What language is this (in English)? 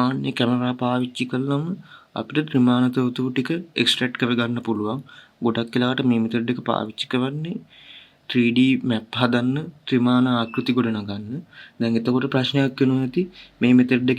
Sinhala